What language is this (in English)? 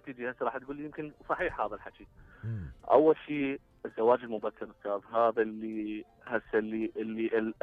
Mesopotamian Arabic